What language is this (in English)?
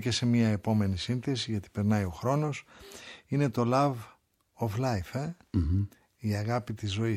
Greek